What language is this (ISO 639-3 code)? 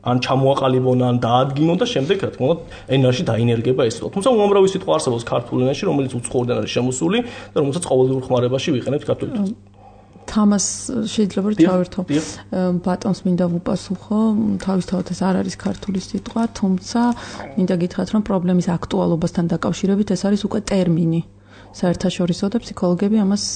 kat